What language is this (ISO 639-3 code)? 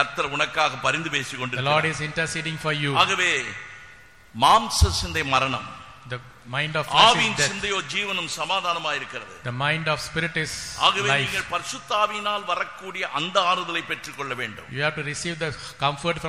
tam